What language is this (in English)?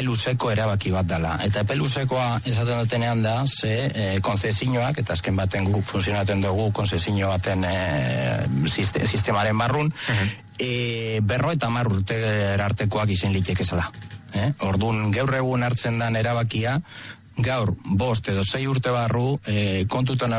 Basque